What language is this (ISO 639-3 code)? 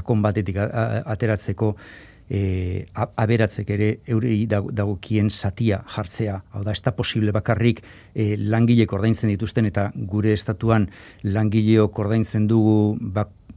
eus